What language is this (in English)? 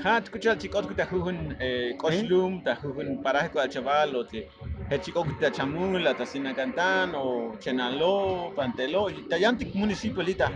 Tzotzil